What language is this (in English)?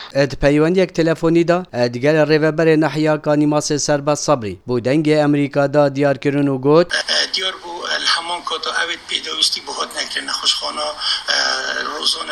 Kurdish